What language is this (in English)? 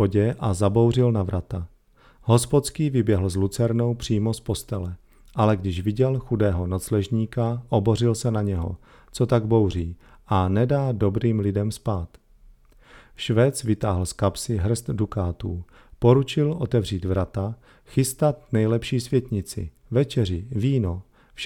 Czech